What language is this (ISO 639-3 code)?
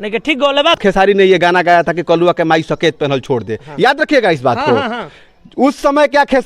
bho